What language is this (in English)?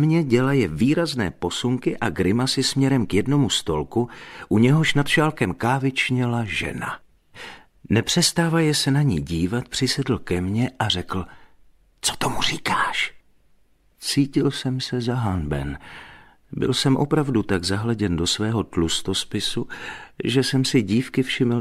Czech